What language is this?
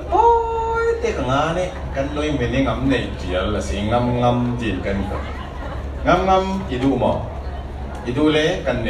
Falam Chin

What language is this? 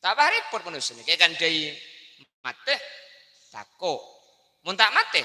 Madurese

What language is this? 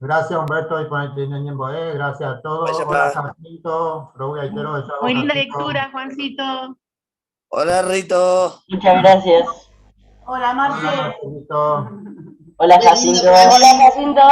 Guarani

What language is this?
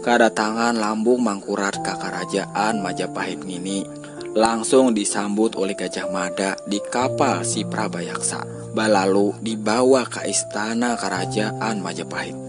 Banjar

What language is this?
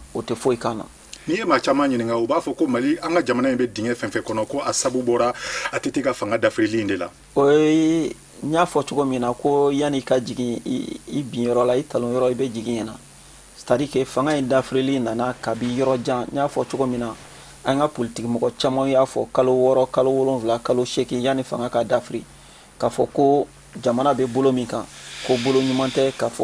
Bambara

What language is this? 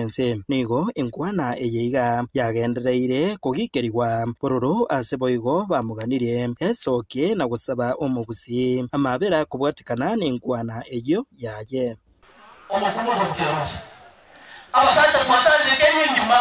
Gusii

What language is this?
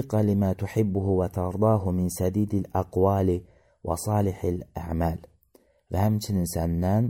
Azerbaijani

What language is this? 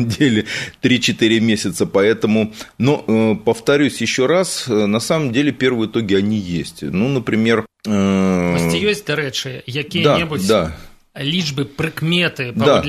Belarusian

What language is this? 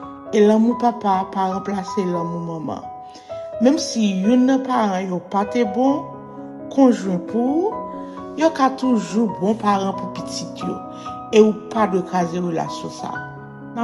Haitian Creole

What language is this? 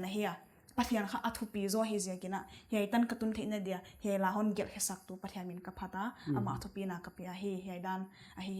Paite Chin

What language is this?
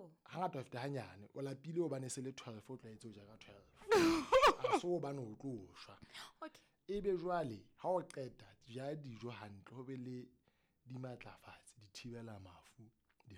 Southern Sotho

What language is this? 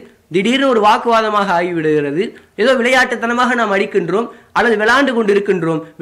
Tamil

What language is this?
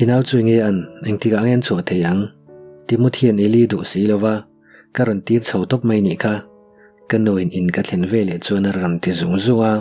Mizo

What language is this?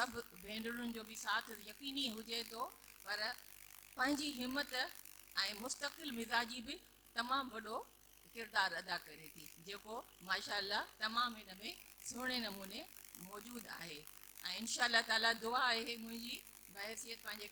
Sindhi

